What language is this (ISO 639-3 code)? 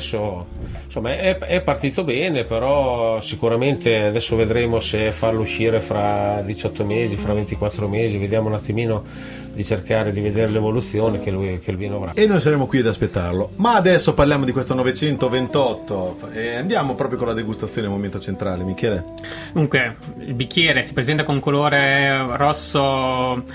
ita